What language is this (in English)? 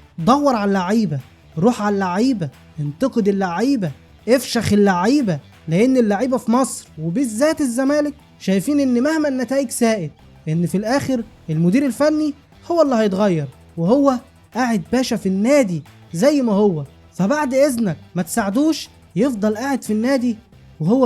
Egyptian Arabic